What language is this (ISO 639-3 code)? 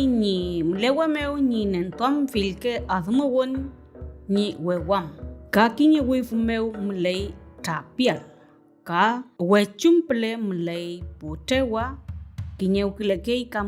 arn